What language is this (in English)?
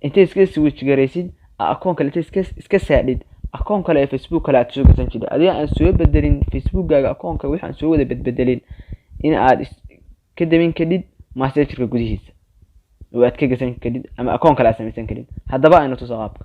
Somali